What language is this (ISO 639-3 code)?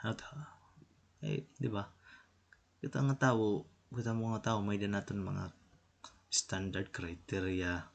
war